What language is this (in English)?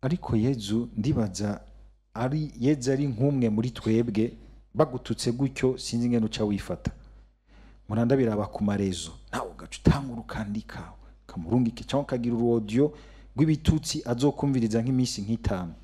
Rundi